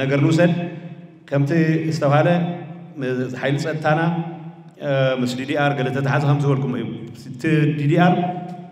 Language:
Tigrinya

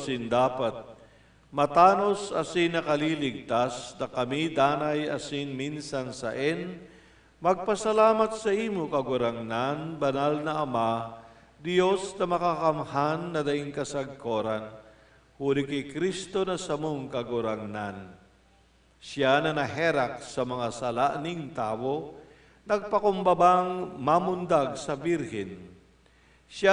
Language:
Bikol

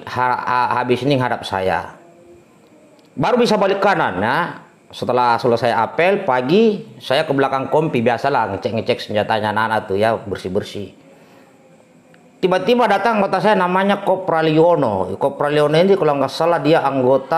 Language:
Indonesian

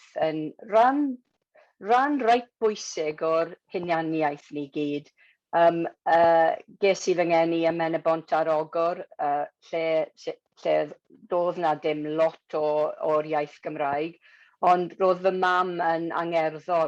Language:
Welsh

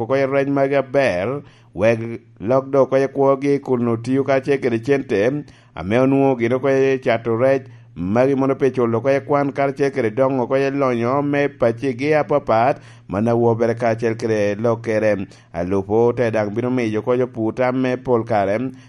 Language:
Lango (Uganda)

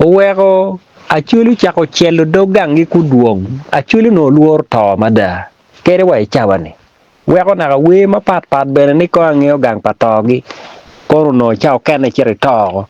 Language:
Acoli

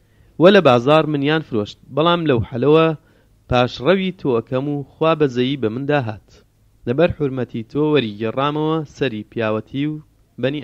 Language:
Central Kurdish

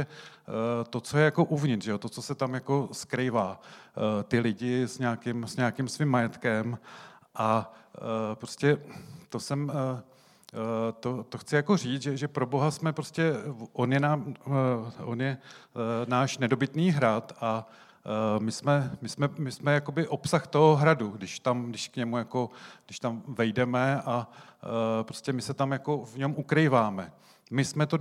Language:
Czech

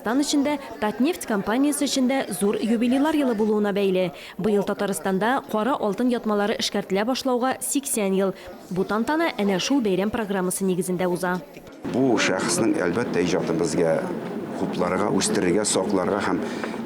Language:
Tatar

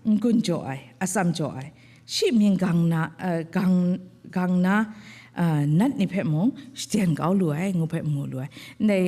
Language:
Kachin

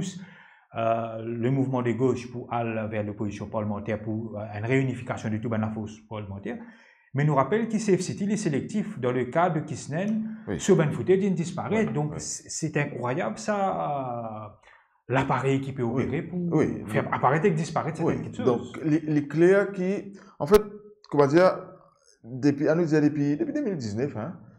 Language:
Morisyen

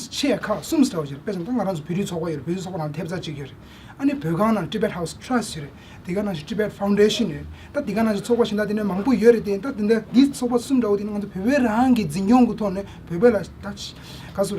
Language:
Tibetan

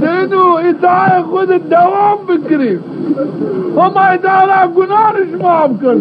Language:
Zaza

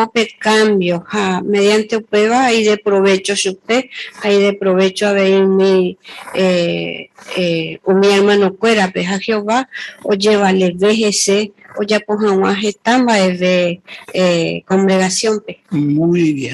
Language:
Guarani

